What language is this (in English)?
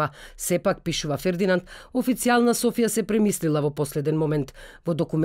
Macedonian